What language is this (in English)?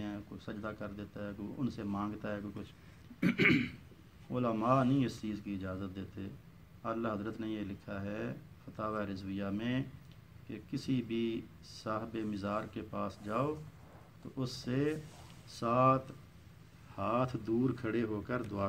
Urdu